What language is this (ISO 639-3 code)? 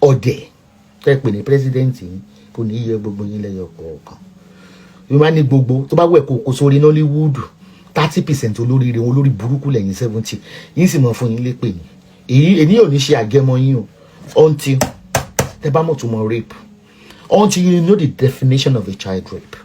yor